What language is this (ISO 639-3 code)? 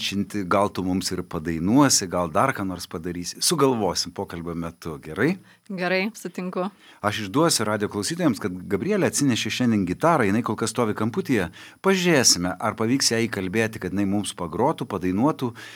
lit